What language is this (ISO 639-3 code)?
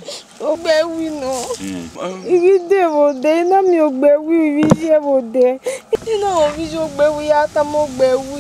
bin